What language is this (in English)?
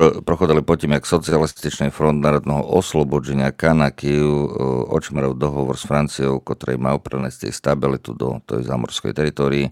Rusyn